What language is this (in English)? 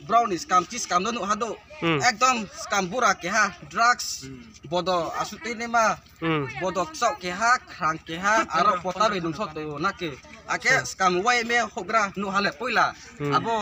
Riang (India)